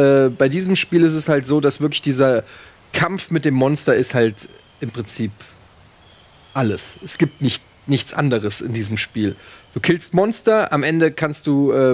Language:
German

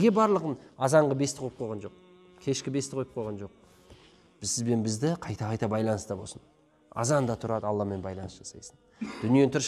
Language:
Kazakh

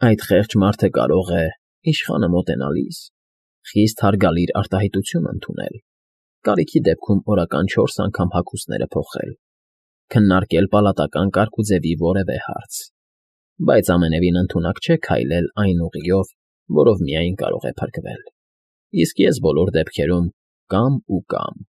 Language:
Armenian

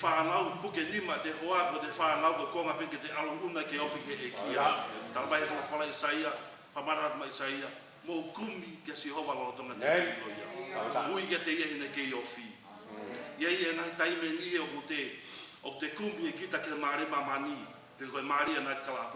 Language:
Tongan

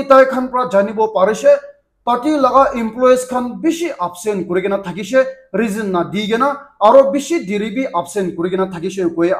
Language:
Naga Pidgin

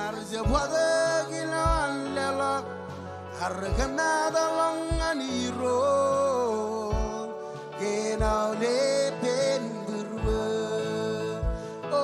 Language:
Marshallese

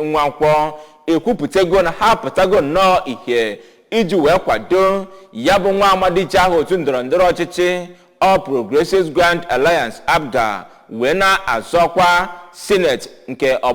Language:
Igbo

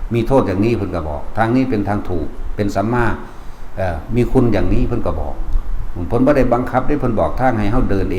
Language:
Northeastern Thai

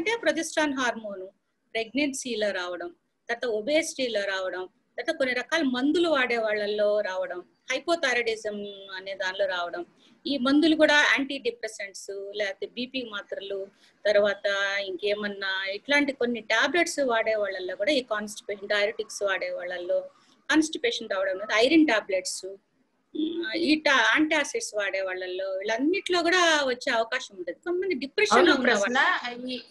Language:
Telugu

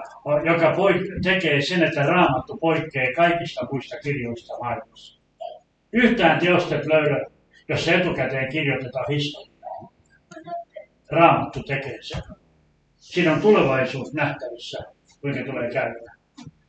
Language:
Finnish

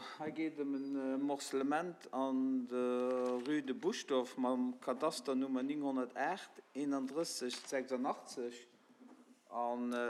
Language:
Luxembourgish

